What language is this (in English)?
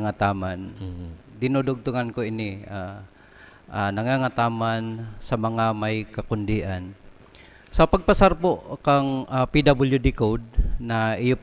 Bikol